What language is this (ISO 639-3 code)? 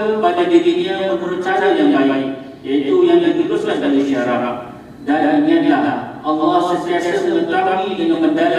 msa